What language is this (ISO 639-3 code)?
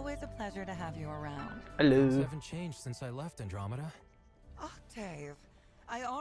deu